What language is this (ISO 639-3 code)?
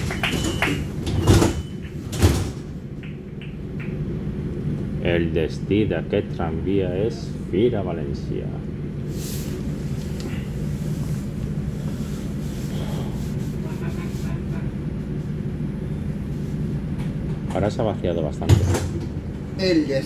spa